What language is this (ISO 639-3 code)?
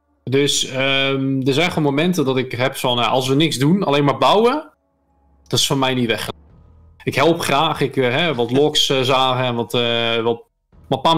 nld